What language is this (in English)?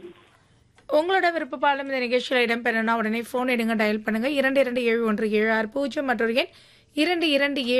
Tamil